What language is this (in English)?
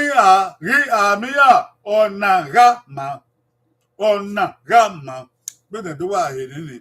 Bini